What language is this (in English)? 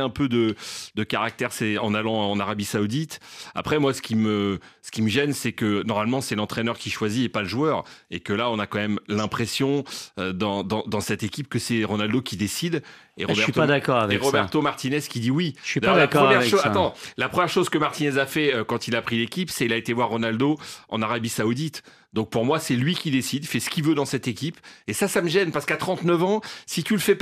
French